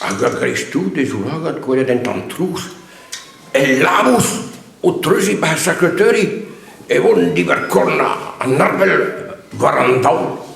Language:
Breton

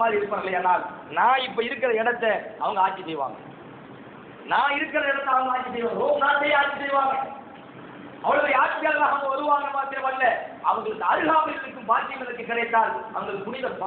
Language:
Tamil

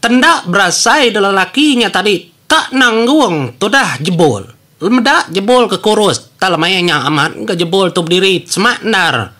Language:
Iban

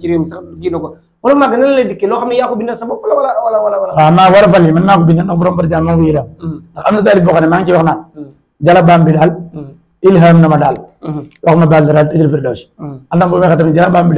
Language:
Wolof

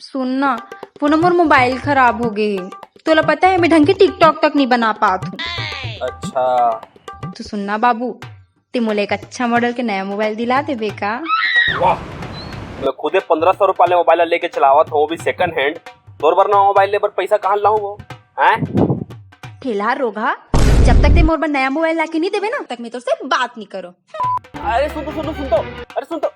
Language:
Chhattisgarhi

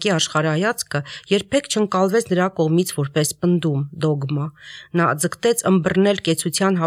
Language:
Armenian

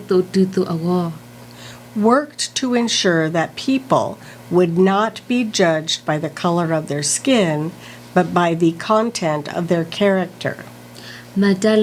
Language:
S'gaw Karen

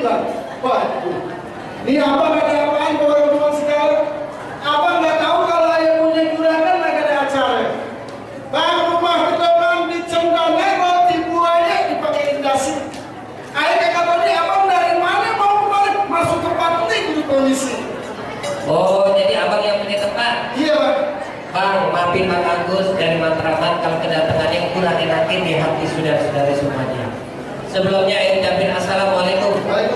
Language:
Betawi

